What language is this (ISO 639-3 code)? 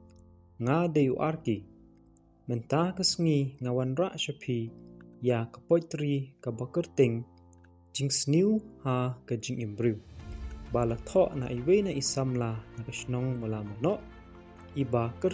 kha